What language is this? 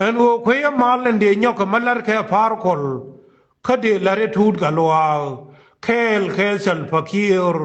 Nuer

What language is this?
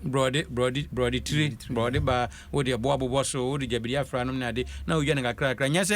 Akan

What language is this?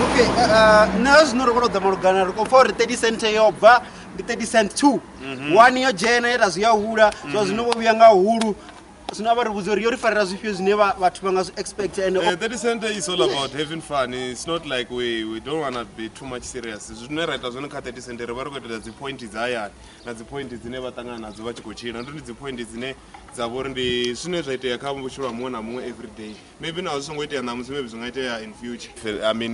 Venda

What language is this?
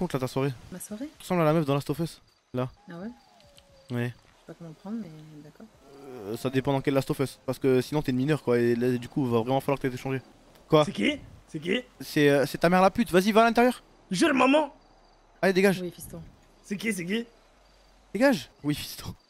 French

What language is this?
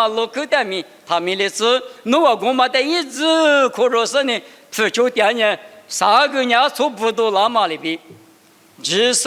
Lisu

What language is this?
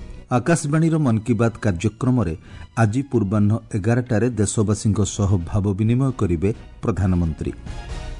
Odia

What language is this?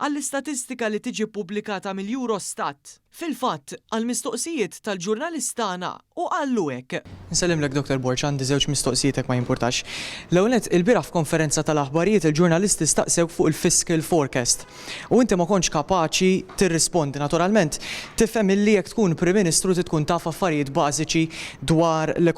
Maltese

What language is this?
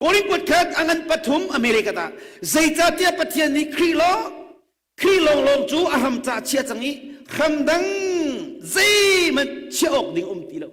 Hakha Chin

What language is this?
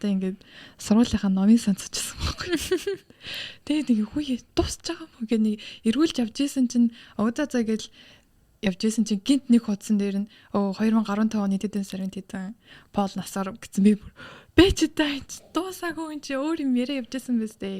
Mongolian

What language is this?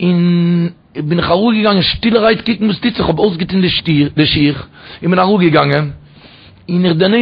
Yiddish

